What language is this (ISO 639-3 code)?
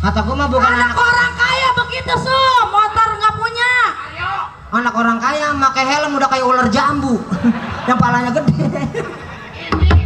bew